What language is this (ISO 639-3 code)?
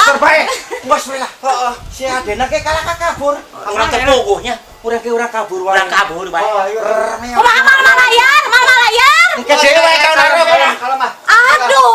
sun